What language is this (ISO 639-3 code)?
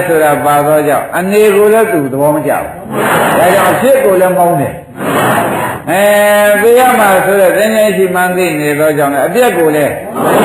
mya